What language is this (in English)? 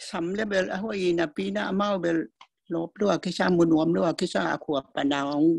Tedim Chin